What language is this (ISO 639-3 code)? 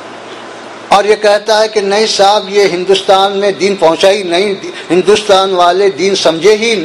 urd